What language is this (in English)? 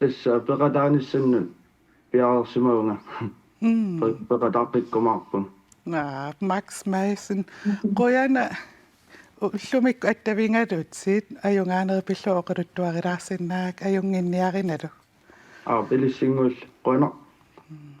Kalaallisut